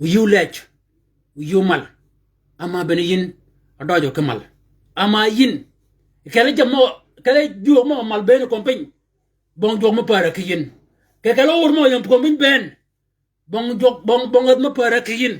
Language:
Shilluk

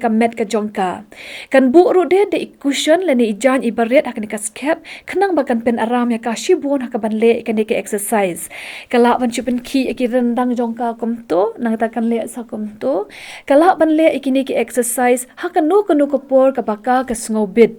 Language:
Khasi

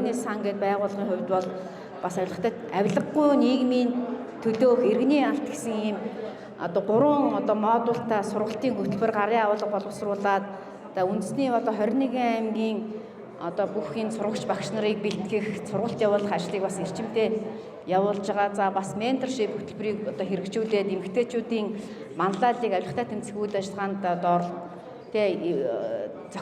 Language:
Mongolian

